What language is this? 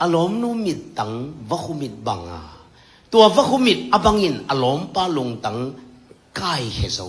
Tedim Chin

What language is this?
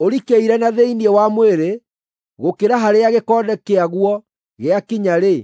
Kikuyu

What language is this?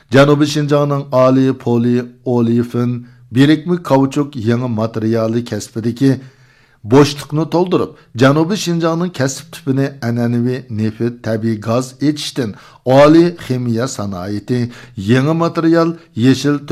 Uyghur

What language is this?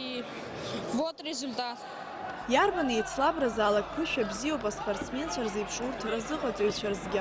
Abkhazian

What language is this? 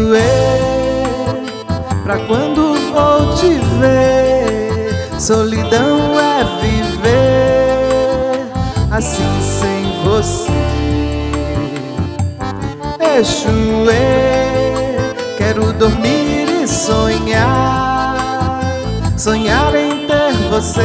Portuguese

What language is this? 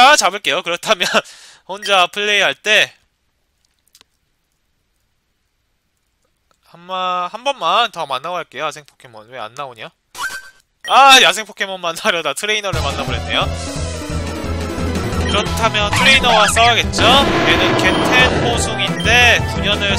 Korean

